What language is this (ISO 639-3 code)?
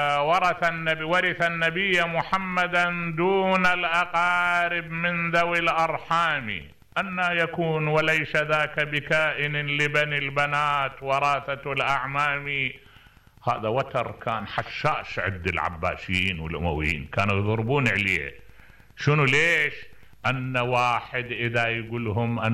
acm